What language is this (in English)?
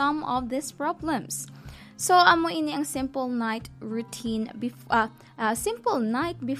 Hiligaynon